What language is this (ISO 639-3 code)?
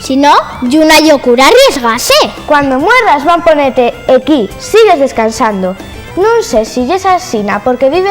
ast